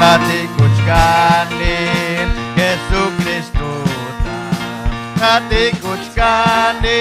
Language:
Ayacucho Quechua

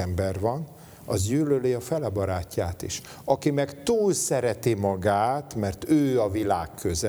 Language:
Hungarian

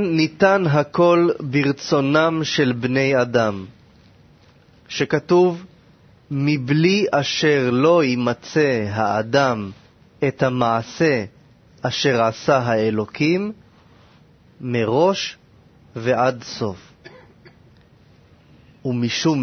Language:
Hebrew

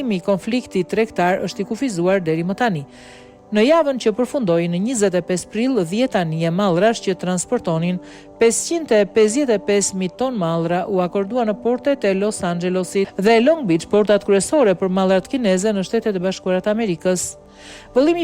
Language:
Albanian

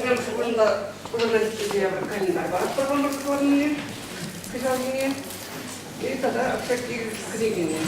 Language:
Chuvash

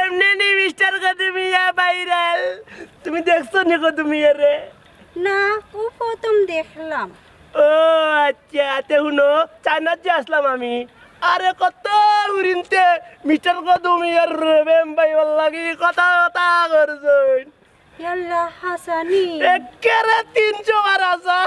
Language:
Sylheti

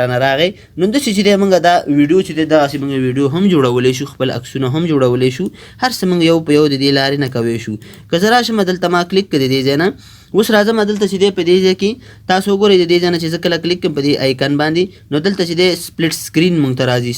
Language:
Pashto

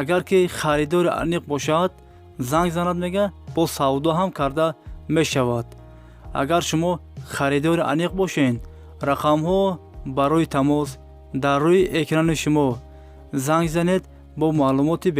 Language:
Tajik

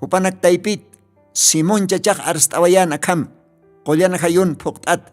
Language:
Aymara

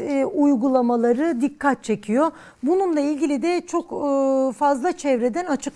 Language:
Turkish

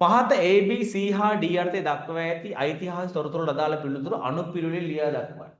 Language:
Sinhala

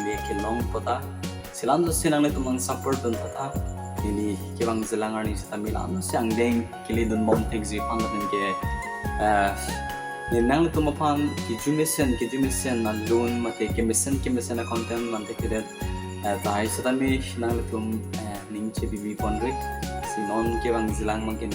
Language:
Karbi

